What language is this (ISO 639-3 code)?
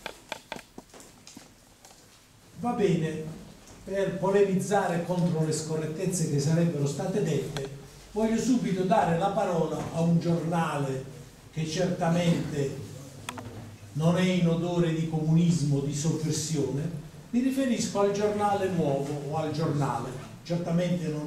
ita